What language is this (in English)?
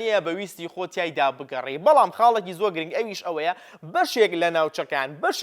Central Kurdish